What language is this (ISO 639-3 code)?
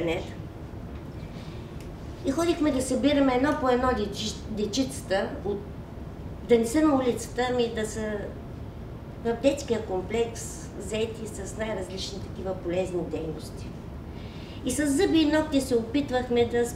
bul